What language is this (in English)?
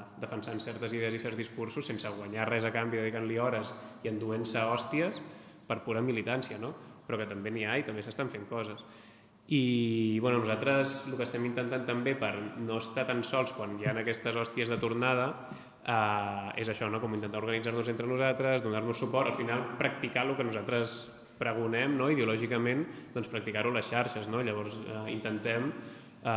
Catalan